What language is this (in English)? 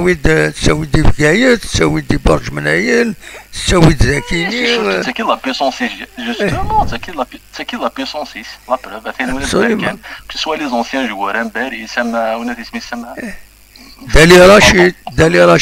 Kabyle